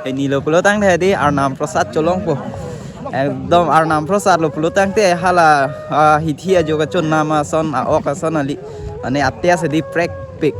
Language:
Karbi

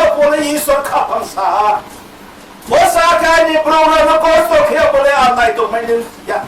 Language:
Riang (India)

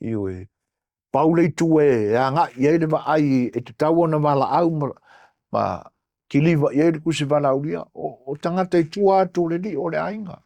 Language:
Samoan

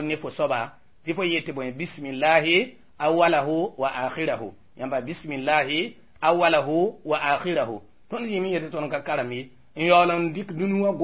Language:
Mossi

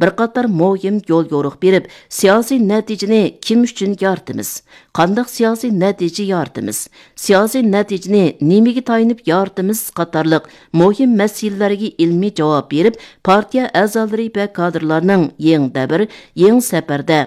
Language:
Uyghur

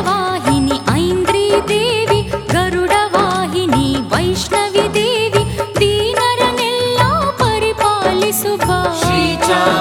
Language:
Kannada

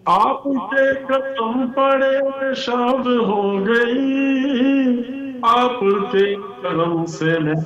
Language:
Urdu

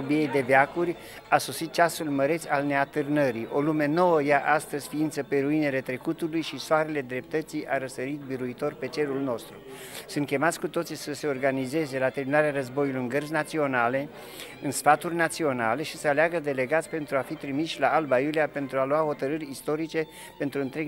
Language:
Romanian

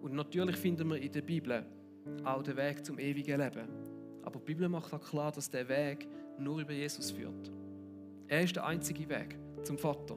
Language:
Swiss German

